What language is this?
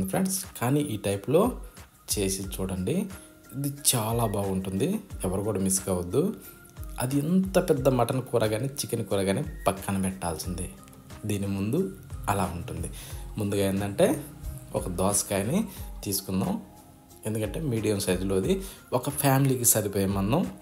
Telugu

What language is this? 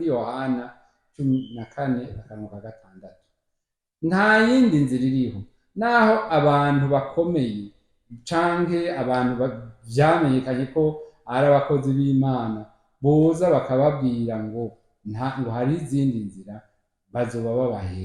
Rundi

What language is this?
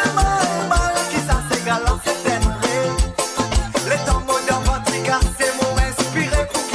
Morisyen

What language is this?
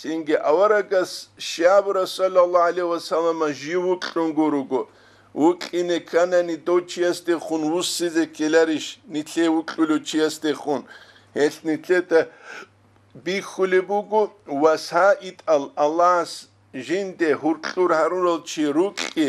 Avaric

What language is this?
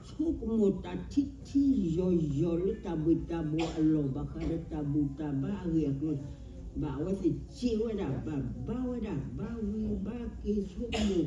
S'gaw Karen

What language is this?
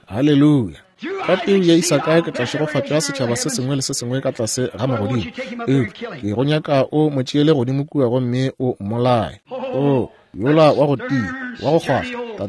Northern Sotho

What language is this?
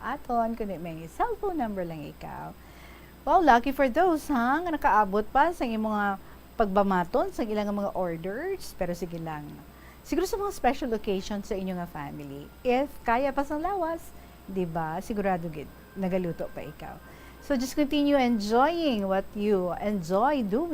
Hiligaynon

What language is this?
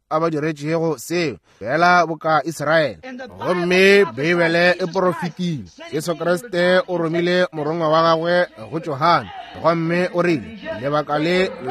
Northern Sotho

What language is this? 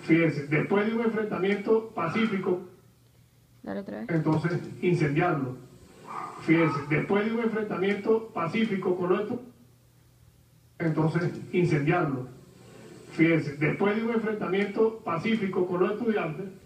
Spanish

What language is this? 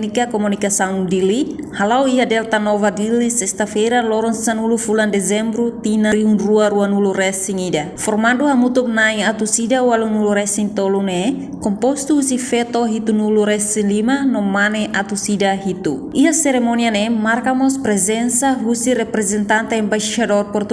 Tetum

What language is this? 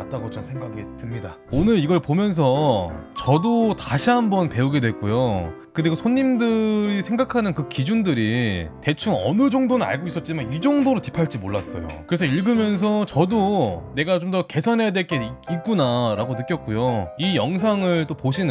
Korean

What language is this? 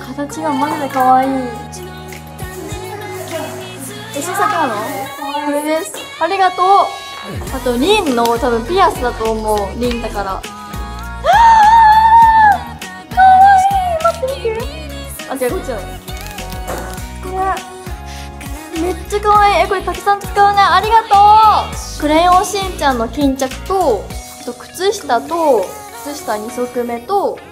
Japanese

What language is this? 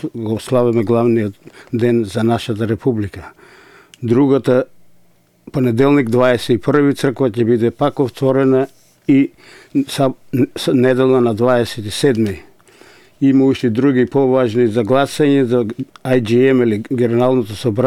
Macedonian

